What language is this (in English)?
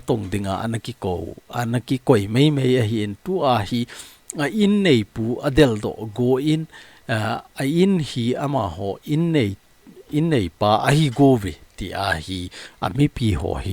Thado Chin